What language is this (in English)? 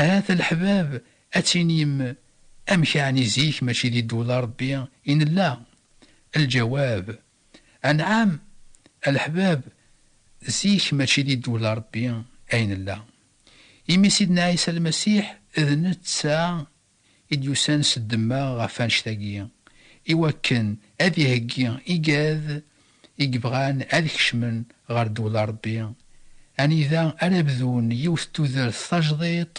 Kabyle